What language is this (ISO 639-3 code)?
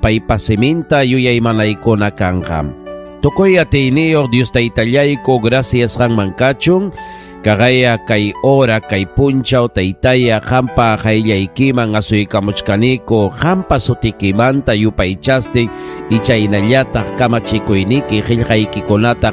quy